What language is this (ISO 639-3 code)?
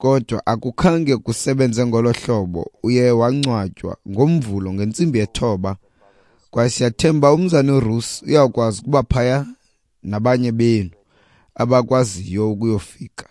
xho